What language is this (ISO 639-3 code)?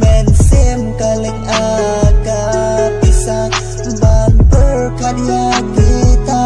kha